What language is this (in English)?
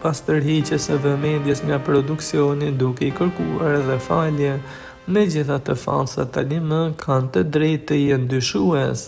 Albanian